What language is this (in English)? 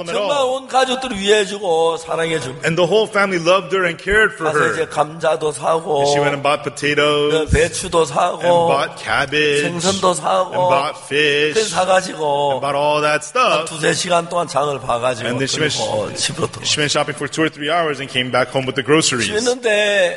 Korean